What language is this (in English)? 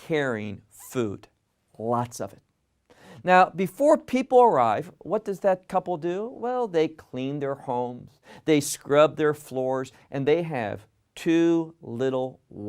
English